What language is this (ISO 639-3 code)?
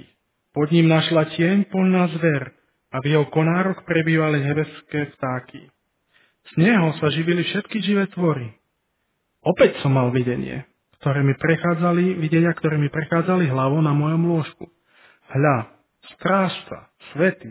slk